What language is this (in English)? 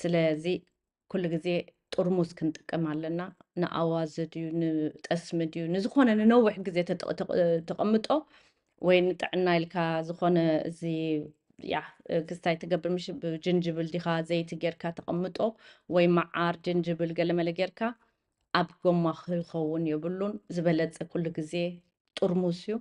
Tigrinya